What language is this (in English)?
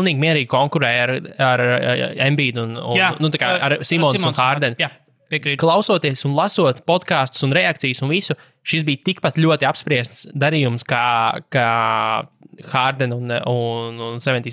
Latvian